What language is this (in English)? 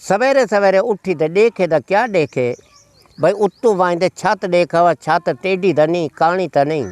Saraiki